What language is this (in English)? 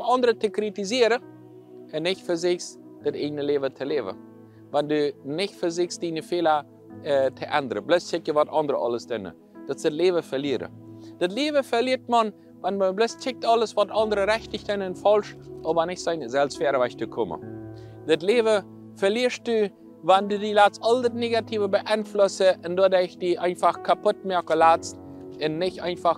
Plautdietsch